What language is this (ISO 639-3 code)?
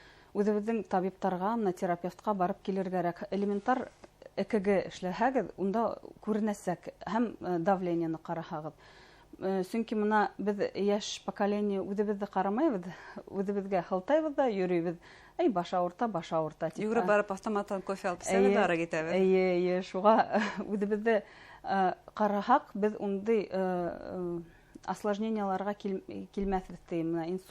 bak